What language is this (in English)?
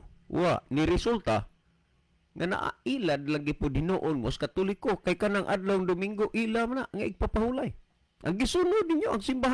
Cebuano